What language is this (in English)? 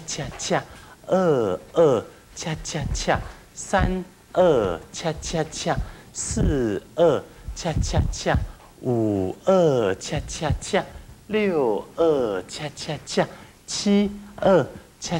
Chinese